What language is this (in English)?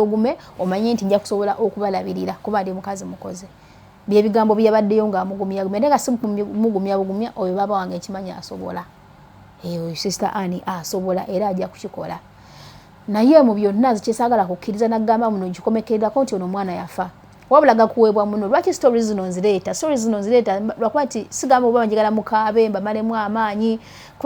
Ganda